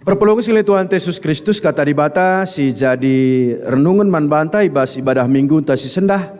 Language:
Batak Karo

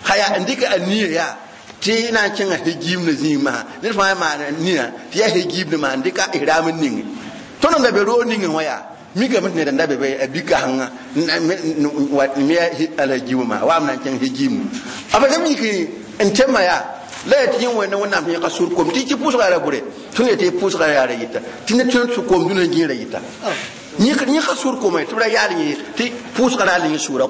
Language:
Mossi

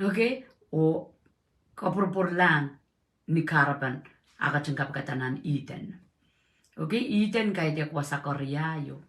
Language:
Pohnpeian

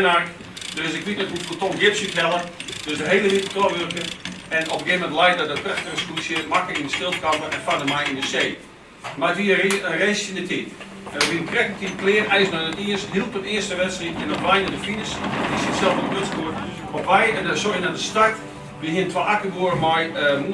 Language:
Western Frisian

